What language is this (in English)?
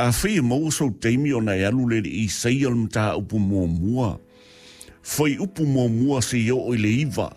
Samoan